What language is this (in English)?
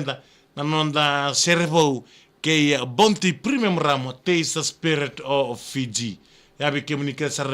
Fijian